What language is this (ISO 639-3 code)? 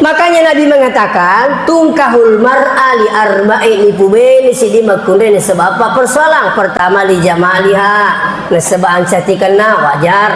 bug